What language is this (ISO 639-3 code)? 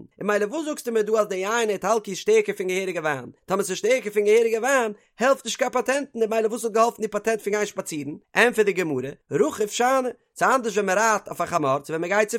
yid